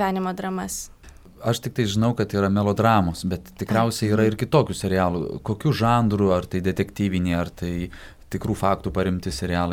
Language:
Lithuanian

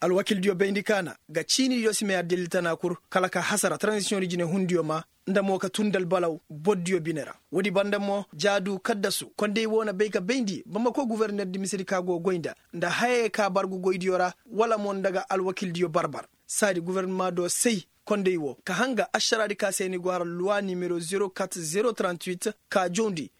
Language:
Koyraboro Senni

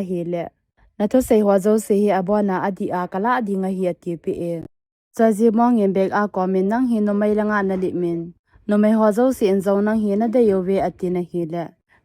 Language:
Thado Chin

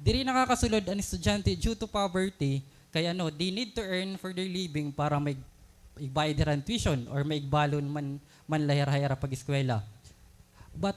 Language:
Waray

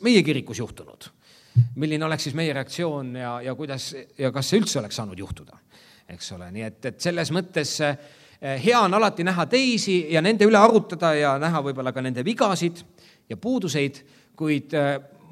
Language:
Estonian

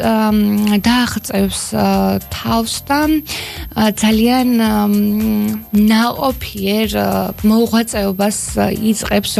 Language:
Georgian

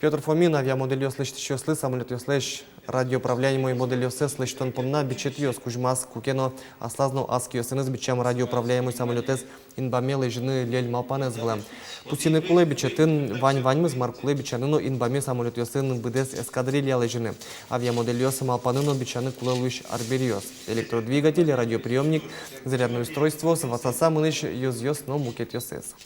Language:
Udmurt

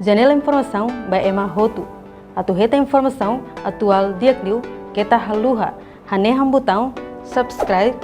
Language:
Tetum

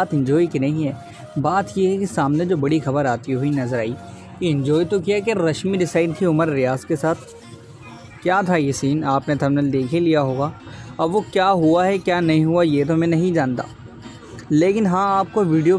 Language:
Hindi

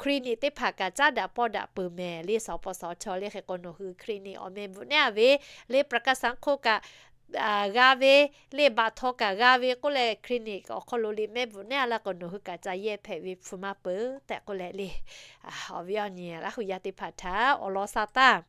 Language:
Lahu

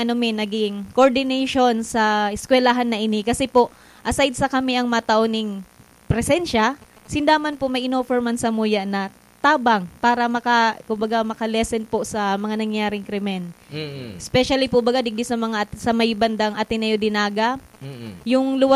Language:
Bikol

